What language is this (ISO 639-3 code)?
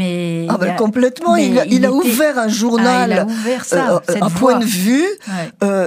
fra